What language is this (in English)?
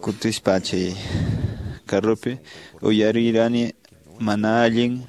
Quechua